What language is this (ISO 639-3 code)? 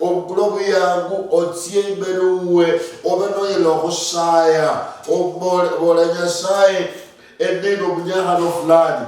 luy